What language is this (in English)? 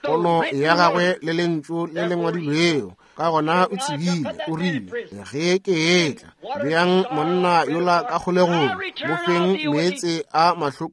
Northern Sotho